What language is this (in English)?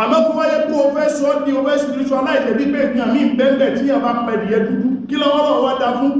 Yoruba